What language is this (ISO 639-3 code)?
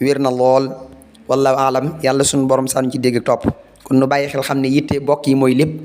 wol